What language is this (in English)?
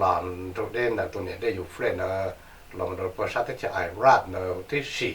Hmong